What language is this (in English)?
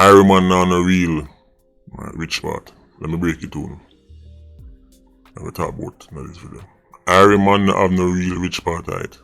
Jamaican Creole English